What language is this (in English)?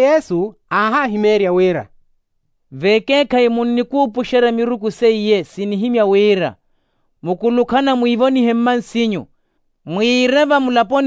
Makhuwa